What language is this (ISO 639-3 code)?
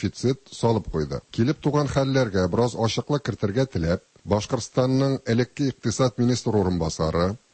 tat